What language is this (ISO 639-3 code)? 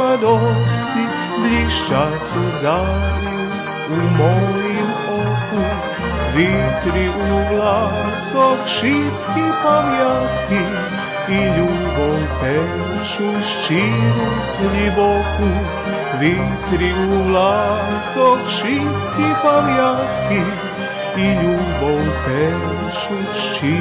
rue